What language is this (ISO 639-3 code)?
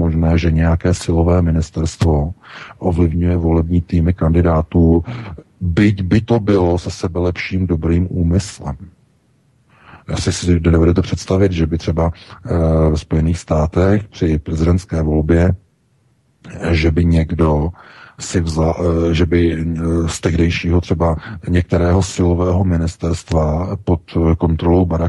ces